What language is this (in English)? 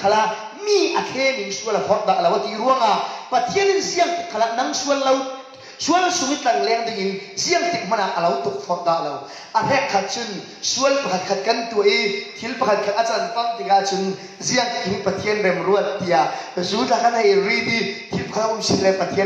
Falam Chin